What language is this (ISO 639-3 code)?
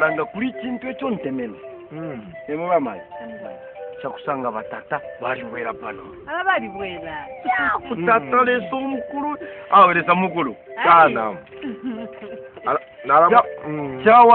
bem